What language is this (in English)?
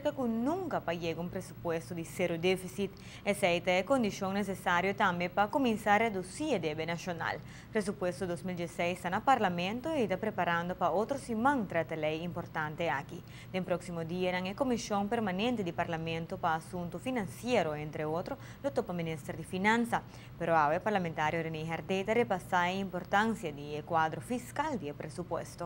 Papiamento